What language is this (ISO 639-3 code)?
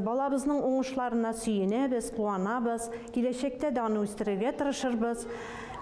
tat